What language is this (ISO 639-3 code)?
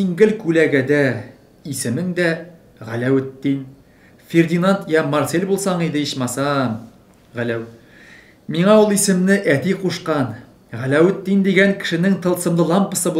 tat